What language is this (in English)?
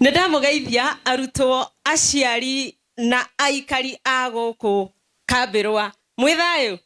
Kikuyu